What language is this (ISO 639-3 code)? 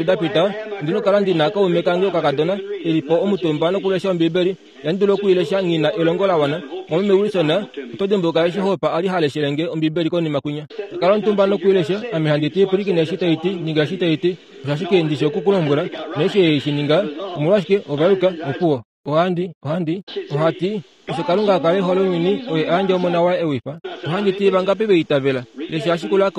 kua